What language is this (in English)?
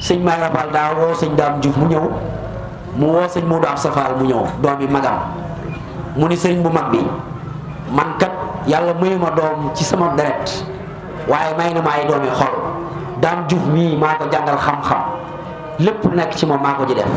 Wolof